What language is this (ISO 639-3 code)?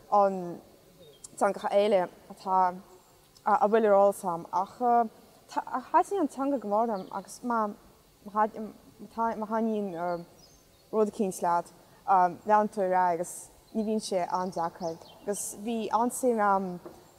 gle